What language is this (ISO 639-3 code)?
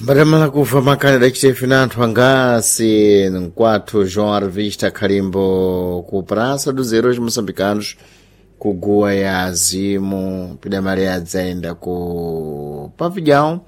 seh